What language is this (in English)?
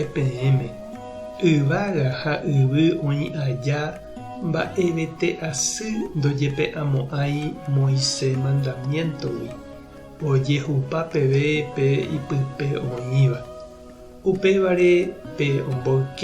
Guarani